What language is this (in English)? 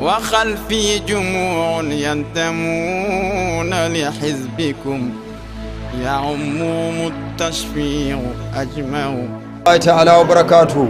Fula